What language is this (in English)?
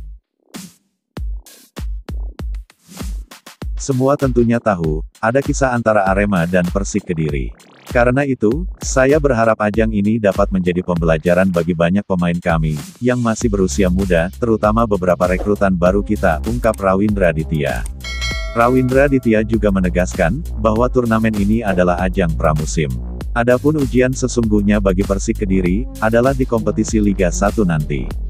Indonesian